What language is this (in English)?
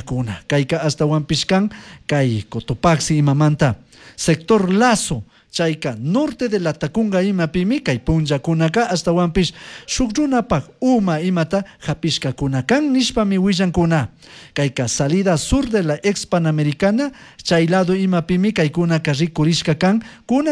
Chimborazo Highland Quichua